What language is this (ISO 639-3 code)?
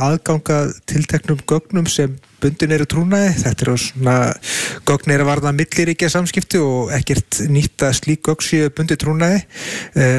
isl